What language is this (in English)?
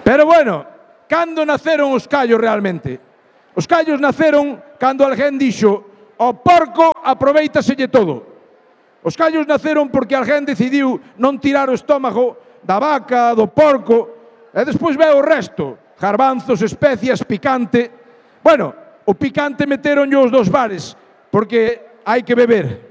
Galician